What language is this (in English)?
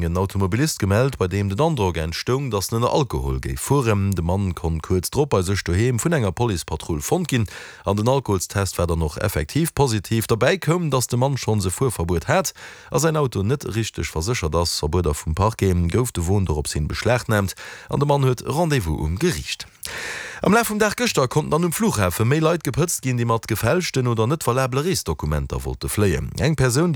Luxembourgish